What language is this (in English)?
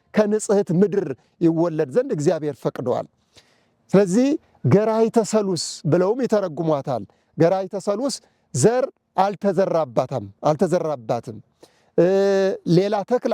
Amharic